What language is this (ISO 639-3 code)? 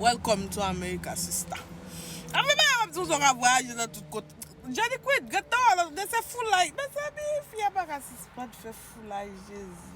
hat